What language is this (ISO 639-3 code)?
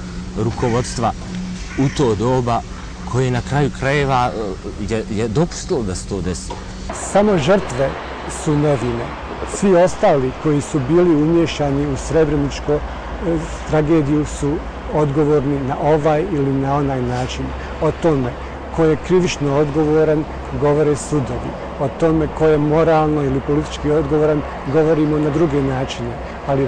bos